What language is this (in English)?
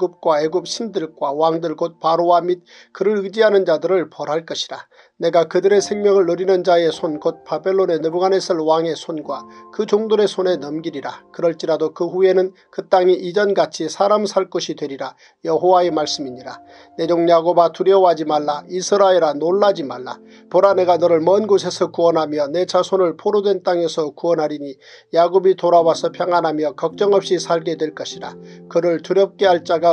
Korean